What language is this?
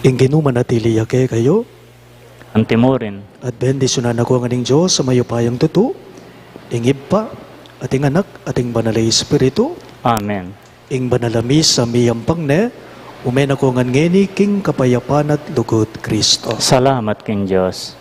Pampanga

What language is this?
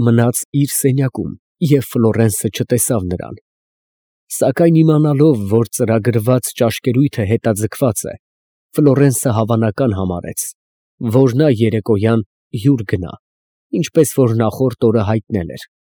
Armenian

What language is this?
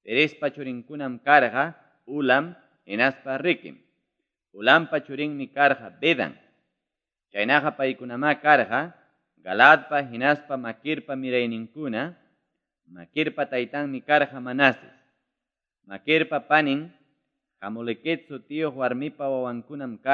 Ayacucho Quechua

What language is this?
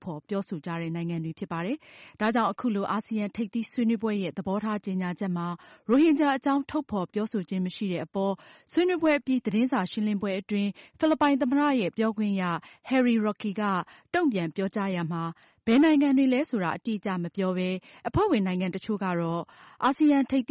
Burmese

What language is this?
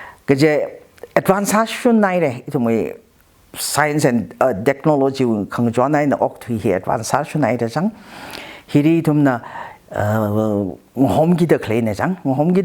Tangkhul Naga (India)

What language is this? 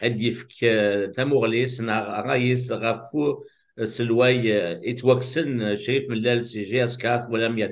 Kabyle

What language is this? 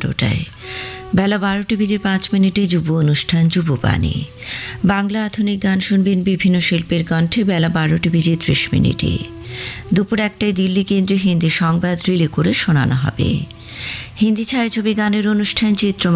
Bangla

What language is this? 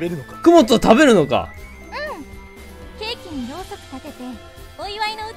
Japanese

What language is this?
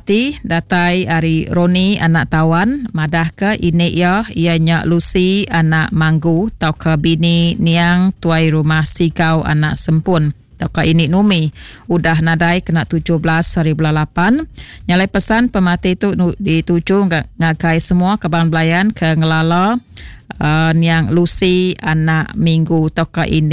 Iban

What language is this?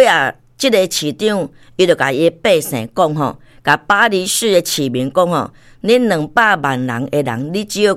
Min Nan Chinese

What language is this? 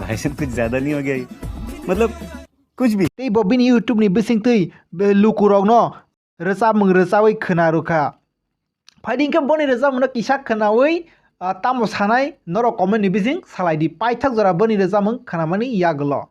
Kok Borok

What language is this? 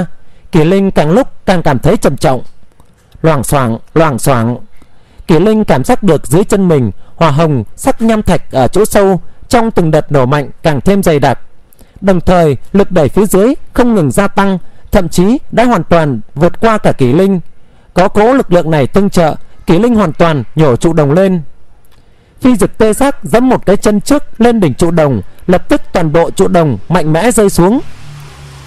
Vietnamese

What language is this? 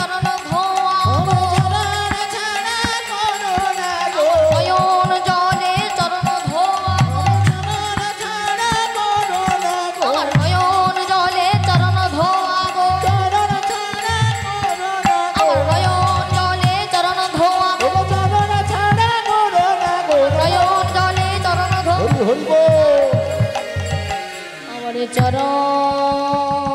Bangla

